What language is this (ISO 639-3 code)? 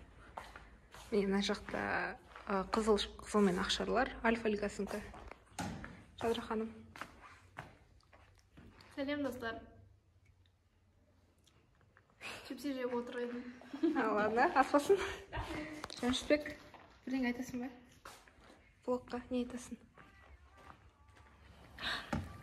kaz